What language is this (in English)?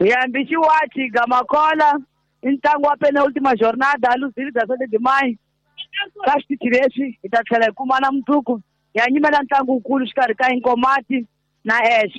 Tsonga